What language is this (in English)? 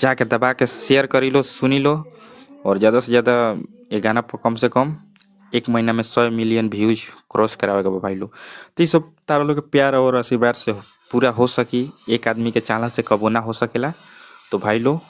Bhojpuri